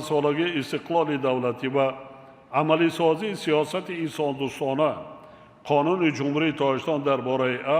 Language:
Tajik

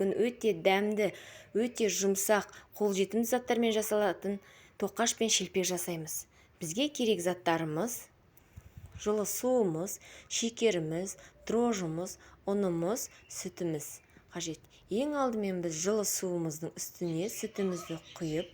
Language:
Kazakh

